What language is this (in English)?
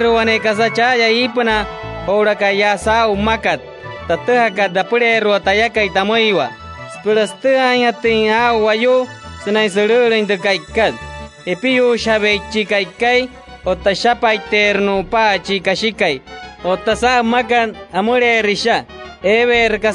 Wayuu